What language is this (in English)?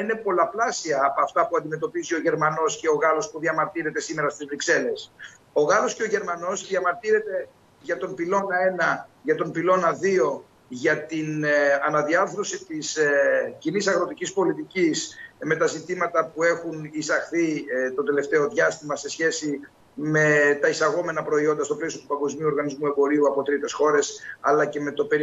Greek